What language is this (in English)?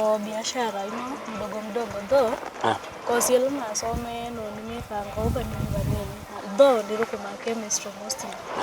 Kamba